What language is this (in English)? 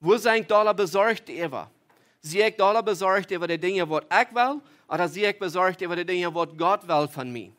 Plautdietsch